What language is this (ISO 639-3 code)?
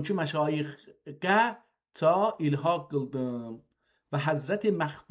azb